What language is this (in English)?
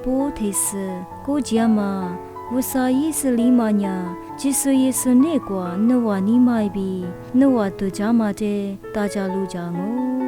Lisu